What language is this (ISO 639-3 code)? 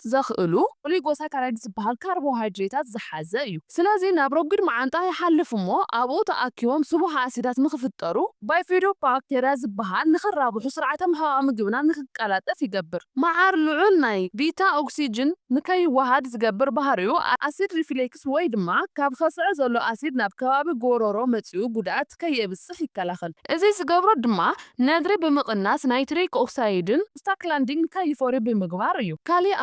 tir